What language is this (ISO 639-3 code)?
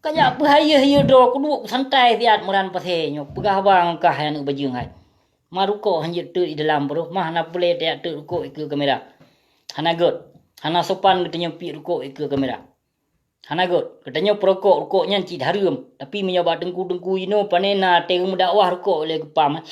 ace